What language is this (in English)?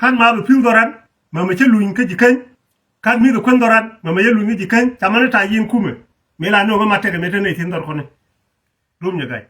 Nuer